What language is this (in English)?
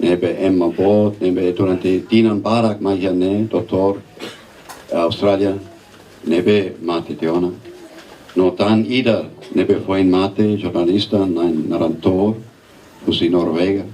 Tetum